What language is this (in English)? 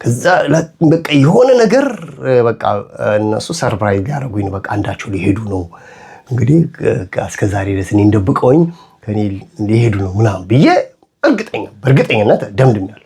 Amharic